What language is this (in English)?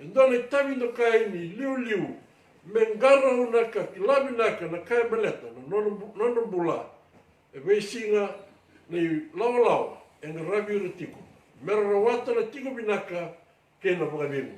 Fijian